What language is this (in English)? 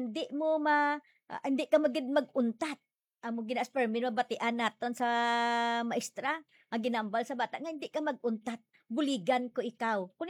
Hiligaynon